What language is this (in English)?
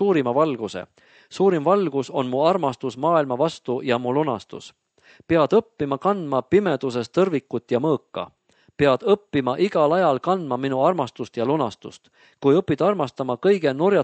Estonian